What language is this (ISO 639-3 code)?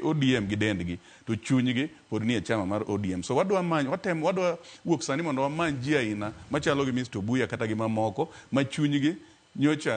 luo